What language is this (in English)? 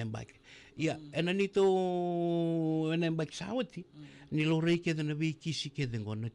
Fijian